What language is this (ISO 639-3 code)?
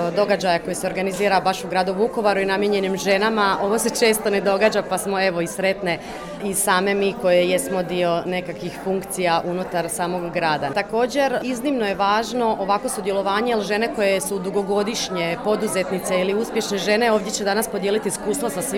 hrv